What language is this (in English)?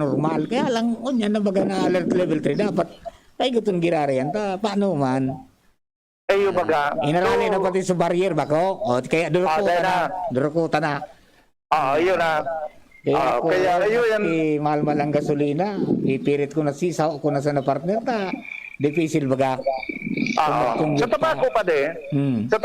Bikol